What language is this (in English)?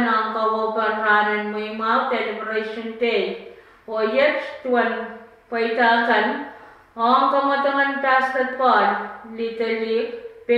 Pohnpeian